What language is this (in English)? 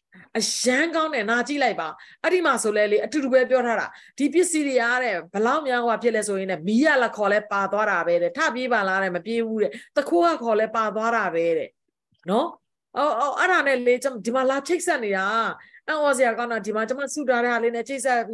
Burmese